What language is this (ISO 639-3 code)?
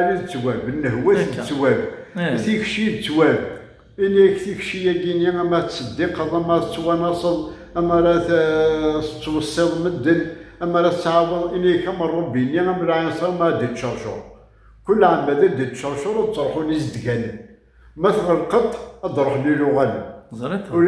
kab